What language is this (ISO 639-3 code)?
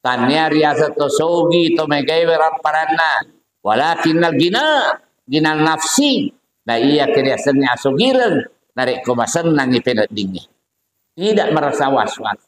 bug